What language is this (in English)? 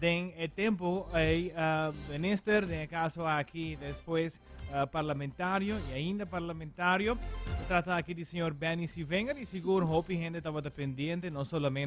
Papiamento